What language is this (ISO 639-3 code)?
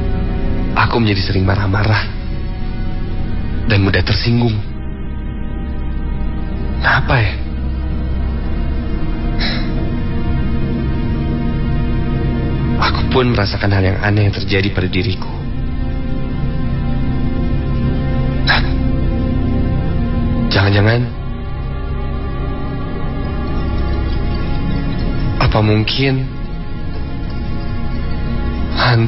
ind